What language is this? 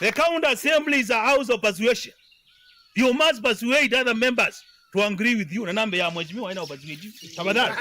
Kamba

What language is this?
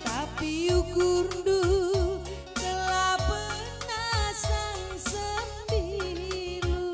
Batak Karo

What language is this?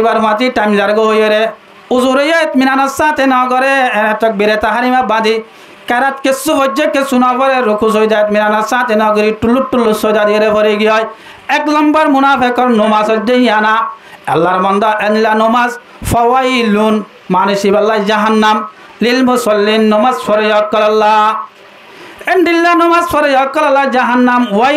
Rohingya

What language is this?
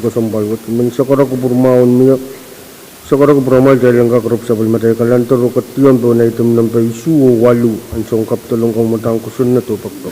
Pohnpeian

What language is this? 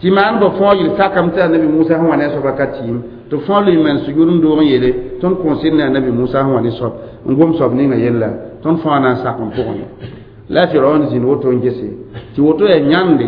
Mossi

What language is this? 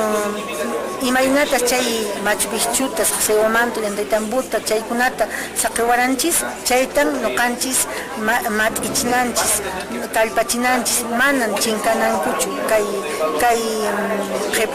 Quechua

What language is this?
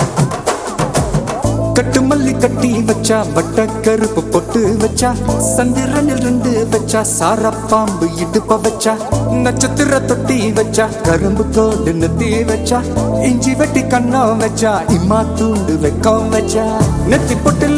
Tamil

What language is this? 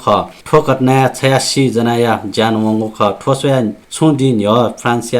Newari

